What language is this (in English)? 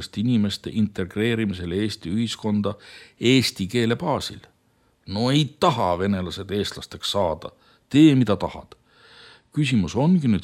Estonian